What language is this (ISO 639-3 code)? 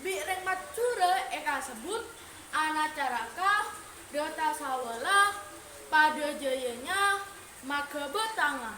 mad